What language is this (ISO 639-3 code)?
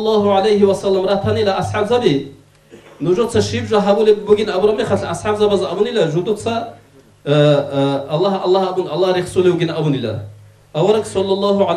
ava